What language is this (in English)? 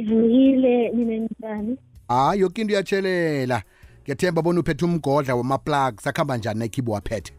South Ndebele